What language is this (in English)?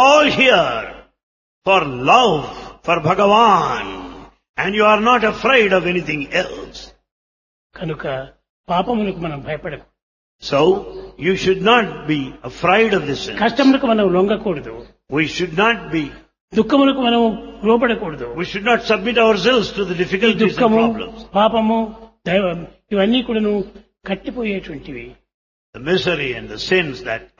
Telugu